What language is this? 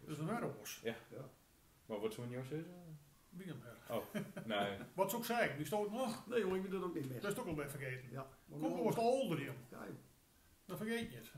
Gronings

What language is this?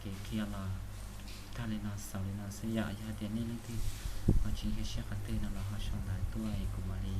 Hmong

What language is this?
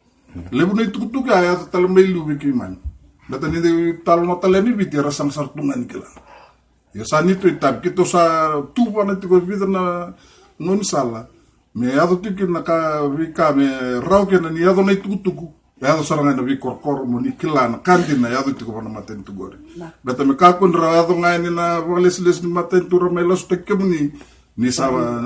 Fijian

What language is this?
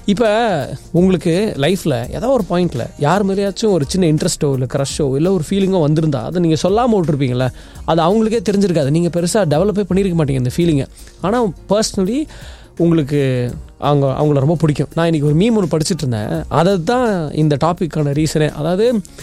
Tamil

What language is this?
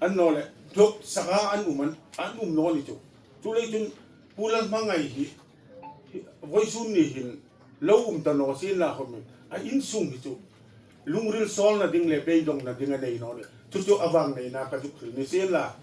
Hmar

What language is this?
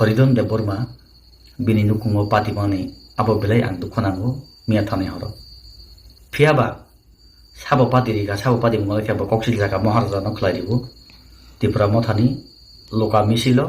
Kok Borok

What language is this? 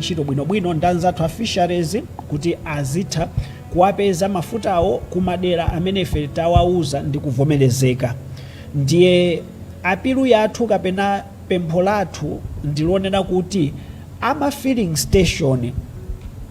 Nyanja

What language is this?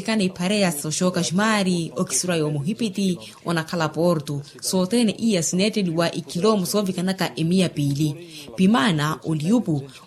Makhuwa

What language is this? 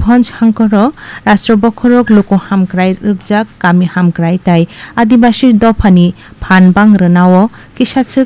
Kok Borok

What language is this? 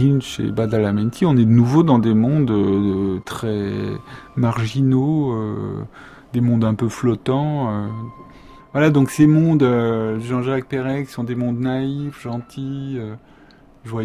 French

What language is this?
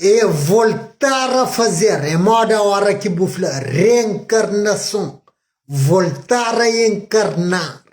Kabuverdianu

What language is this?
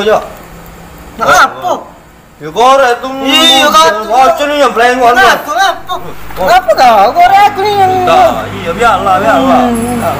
Musi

